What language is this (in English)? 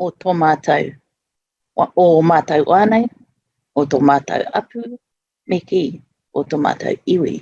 Māori